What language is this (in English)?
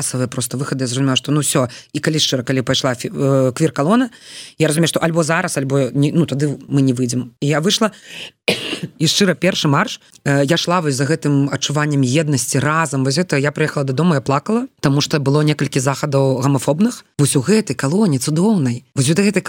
Belarusian